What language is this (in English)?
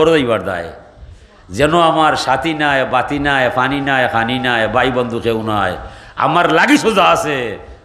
Sylheti